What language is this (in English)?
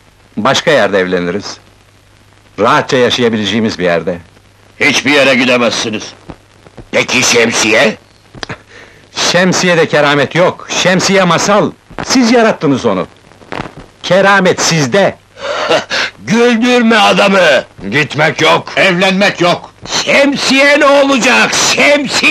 Turkish